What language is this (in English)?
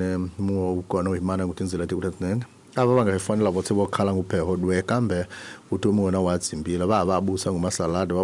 Tsonga